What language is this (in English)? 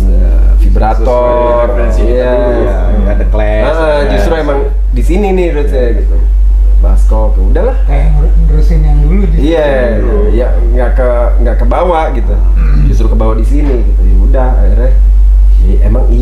Indonesian